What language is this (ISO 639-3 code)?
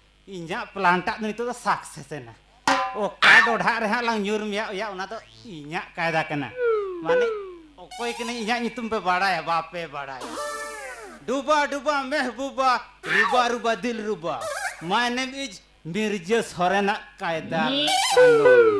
sat